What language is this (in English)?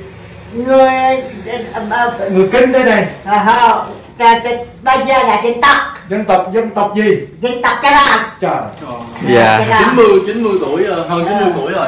Vietnamese